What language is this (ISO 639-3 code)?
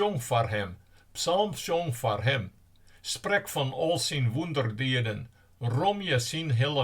fry